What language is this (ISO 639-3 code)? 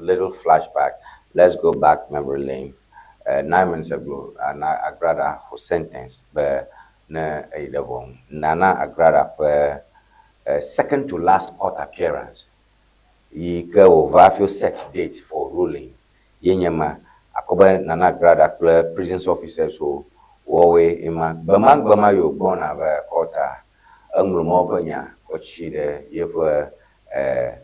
ewe